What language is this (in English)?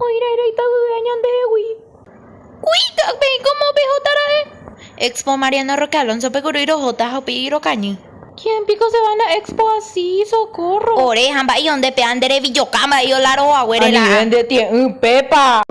Guarani